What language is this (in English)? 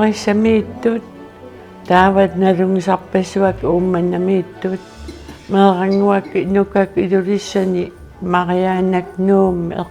Kalaallisut